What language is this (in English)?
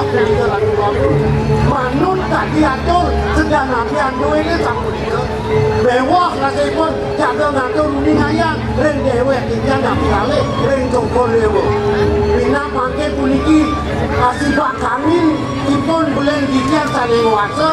Balinese